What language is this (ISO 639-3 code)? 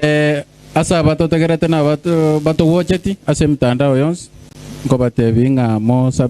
guz